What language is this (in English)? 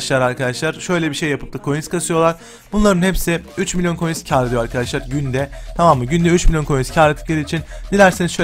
Turkish